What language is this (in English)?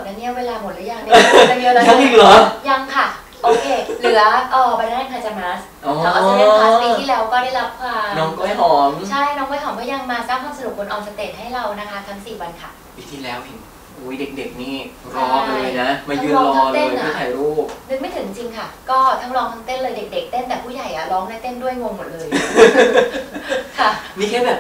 Thai